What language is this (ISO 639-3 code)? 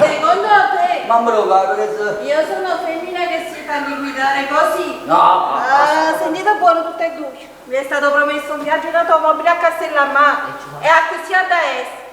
nap